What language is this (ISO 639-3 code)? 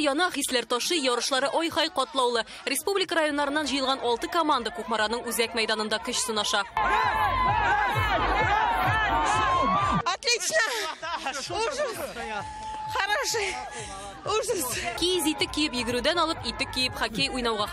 tat